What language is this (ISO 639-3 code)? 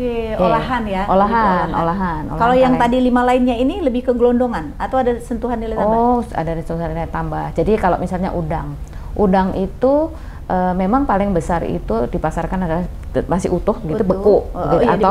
ind